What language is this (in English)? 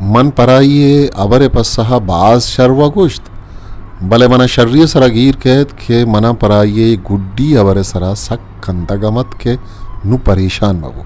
Eastern Balochi